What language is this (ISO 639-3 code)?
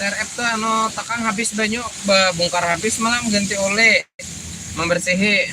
bjn